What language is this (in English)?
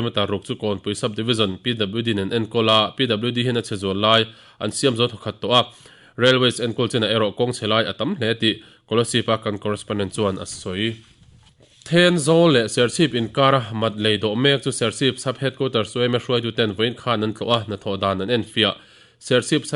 Mizo